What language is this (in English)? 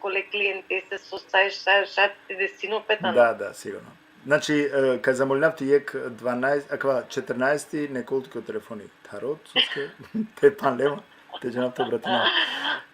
Balkan Romani